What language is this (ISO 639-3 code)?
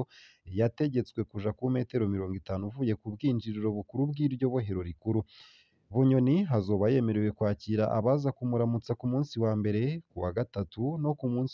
run